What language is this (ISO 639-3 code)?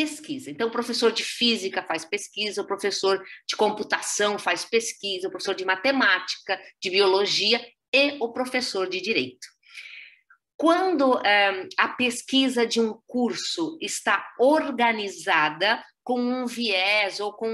por